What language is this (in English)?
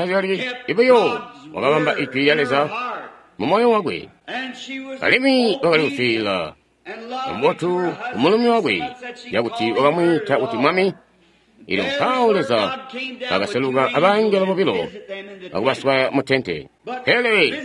Tonga (Zambia)